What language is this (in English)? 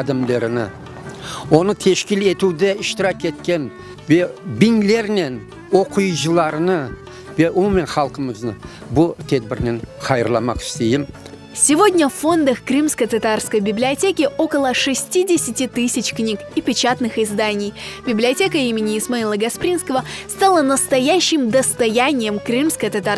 Crimean Tatar